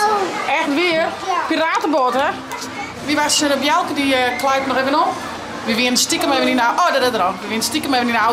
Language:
Western Frisian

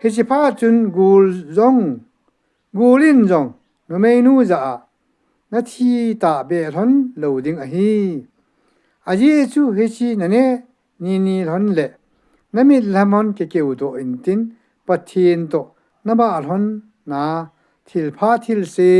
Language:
Thado Chin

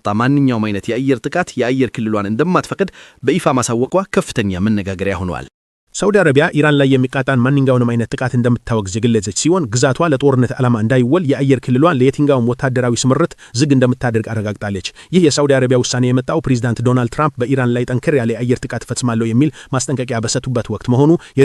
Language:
Amharic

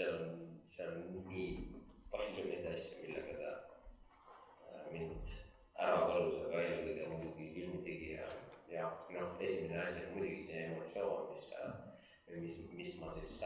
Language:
Estonian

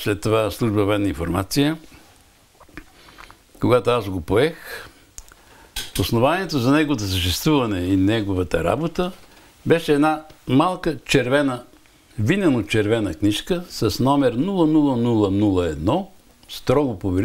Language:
Bulgarian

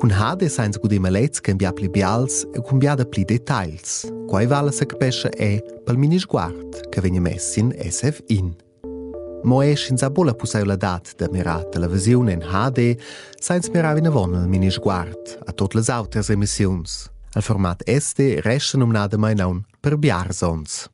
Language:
Romansh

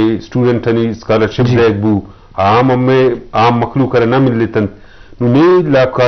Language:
Eastern Balochi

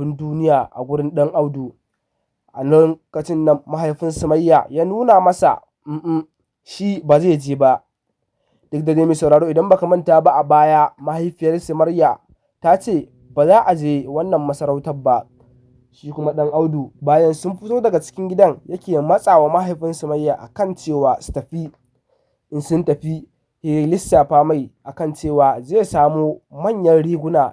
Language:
Hausa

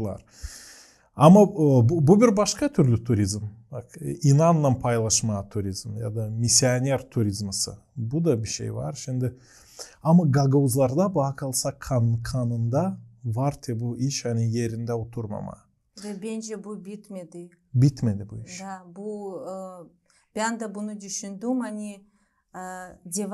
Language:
Gagauz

